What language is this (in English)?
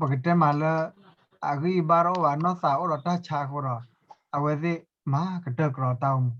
S'gaw Karen